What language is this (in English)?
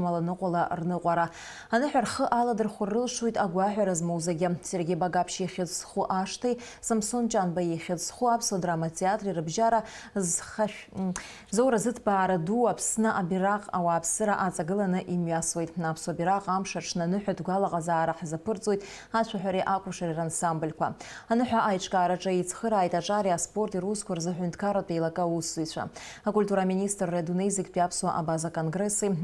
Abkhazian